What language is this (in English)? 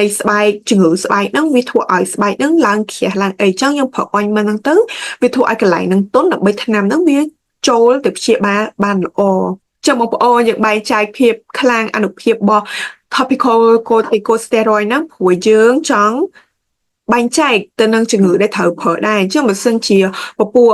Khmer